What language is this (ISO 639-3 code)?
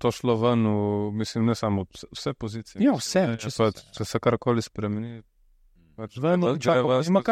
slv